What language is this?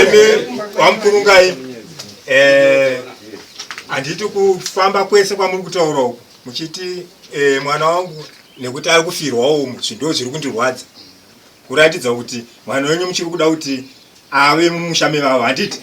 Shona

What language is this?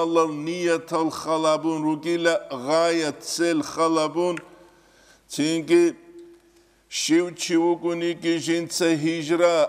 Avaric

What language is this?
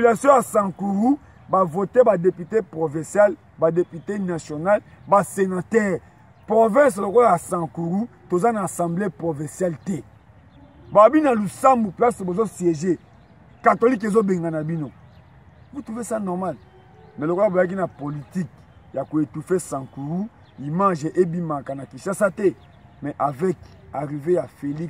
Lingala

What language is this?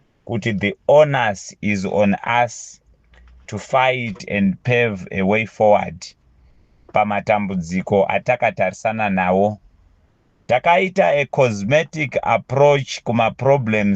Shona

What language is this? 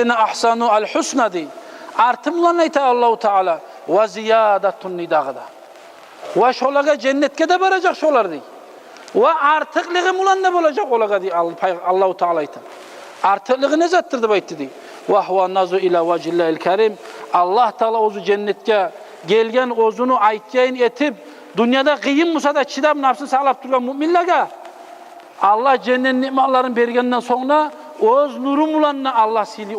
Kumyk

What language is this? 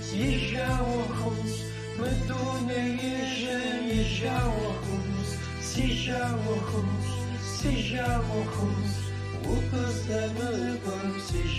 Kabardian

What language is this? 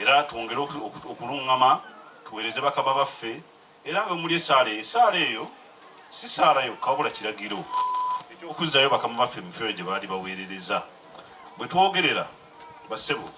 Ganda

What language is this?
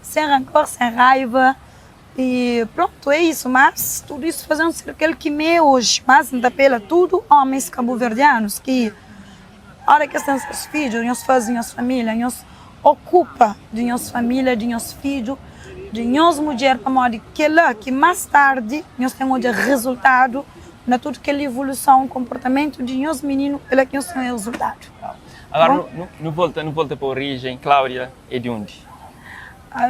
Kabuverdianu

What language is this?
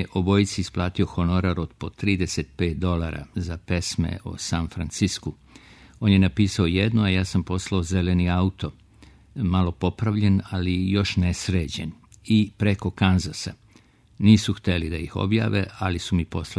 Serbian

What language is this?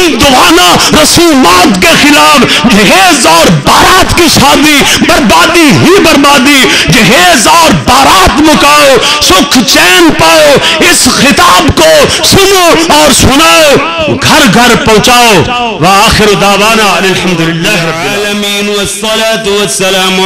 Urdu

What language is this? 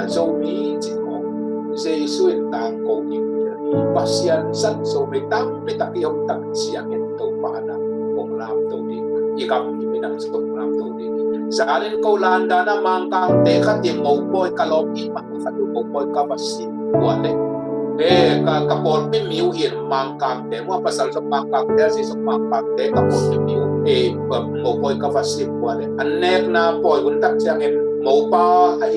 Tedim Chin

